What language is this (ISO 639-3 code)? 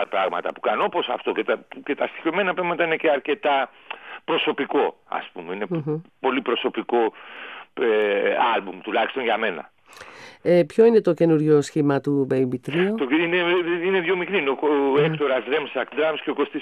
ell